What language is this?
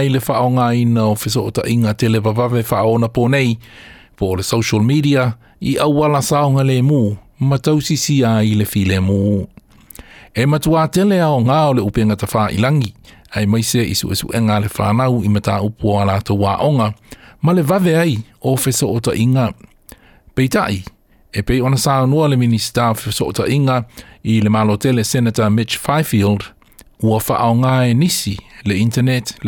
Samoan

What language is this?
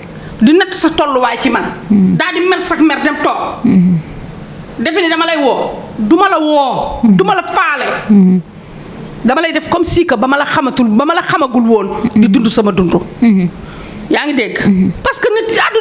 Wolof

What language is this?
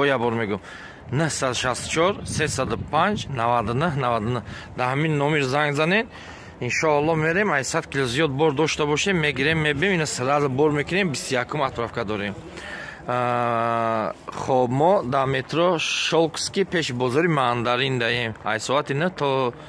Tajik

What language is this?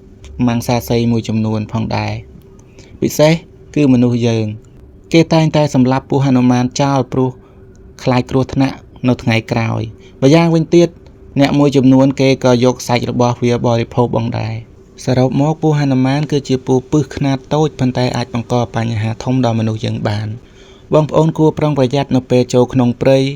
Khmer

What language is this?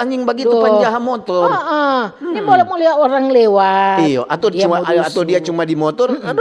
Manado Malay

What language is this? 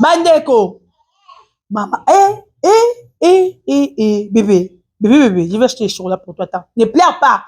Lingala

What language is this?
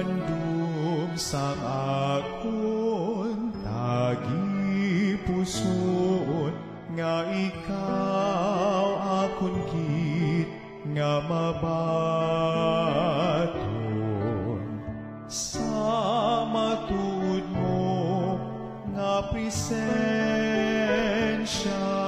Hiligaynon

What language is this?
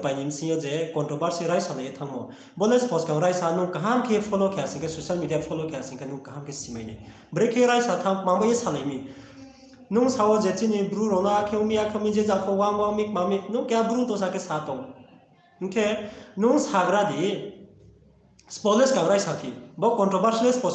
Riang (India)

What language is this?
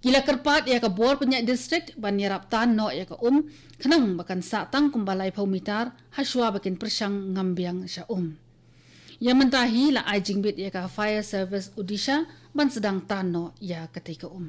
Khasi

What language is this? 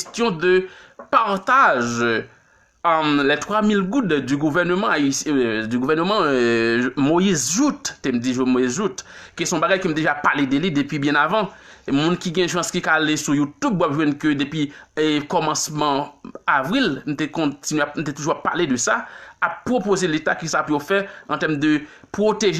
Haitian Creole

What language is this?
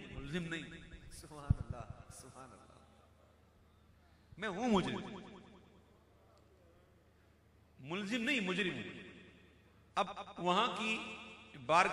Urdu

